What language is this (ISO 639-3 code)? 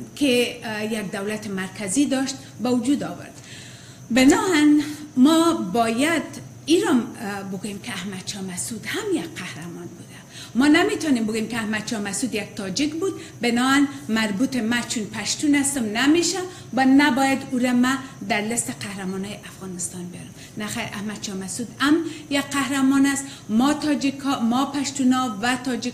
fas